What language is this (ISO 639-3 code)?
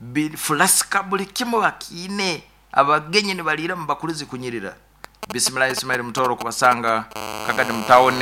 nyo